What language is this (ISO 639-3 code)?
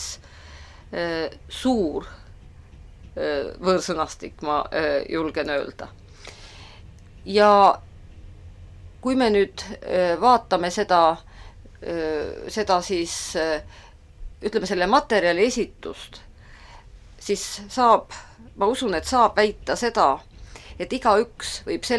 est